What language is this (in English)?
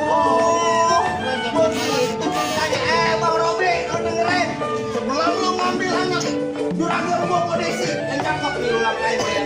Betawi